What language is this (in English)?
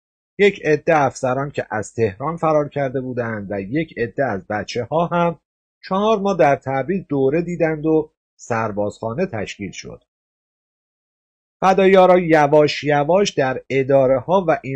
Persian